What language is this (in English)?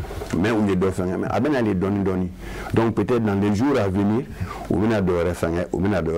Bambara